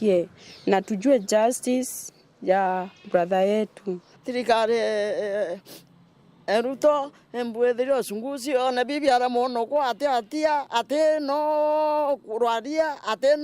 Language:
Meru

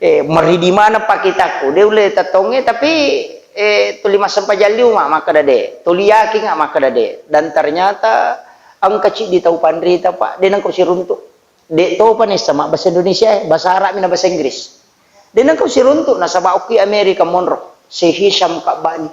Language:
Buginese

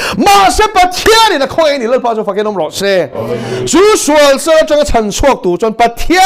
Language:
Mizo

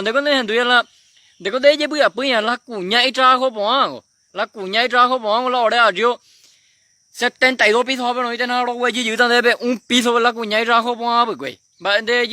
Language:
Guarani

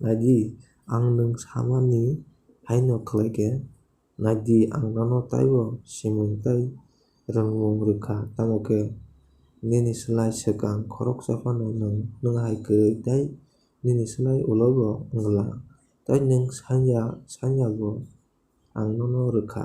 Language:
Kok Borok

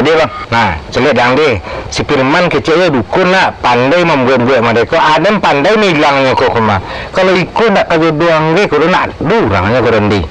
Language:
Minangkabau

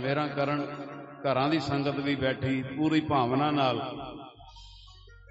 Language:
Punjabi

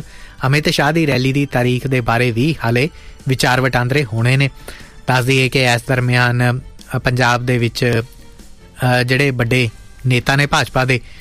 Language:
Punjabi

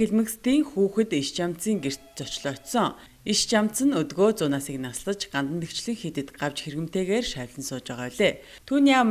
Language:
Mongolian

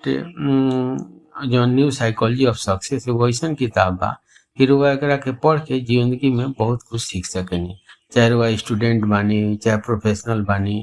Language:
Bhojpuri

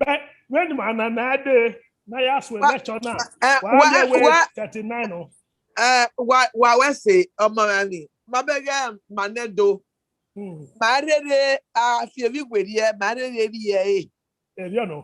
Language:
Bini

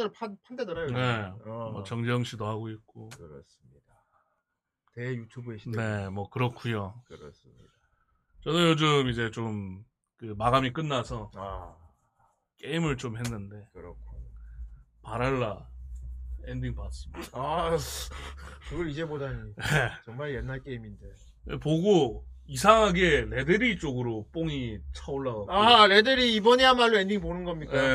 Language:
Korean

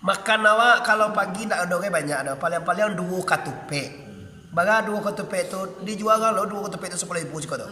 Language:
Minangkabau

